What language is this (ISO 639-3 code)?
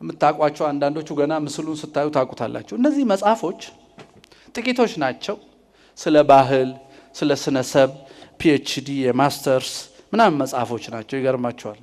amh